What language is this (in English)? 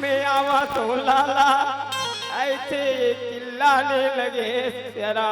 Chhattisgarhi